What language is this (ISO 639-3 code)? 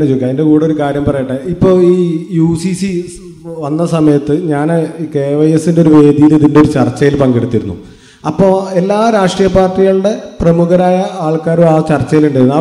mal